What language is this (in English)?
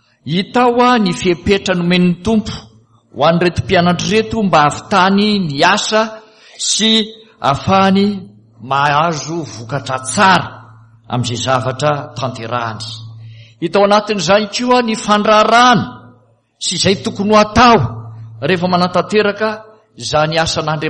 Malagasy